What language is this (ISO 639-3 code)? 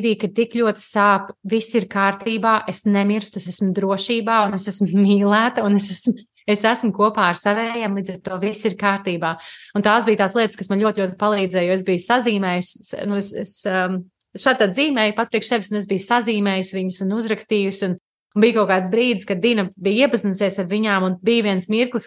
lav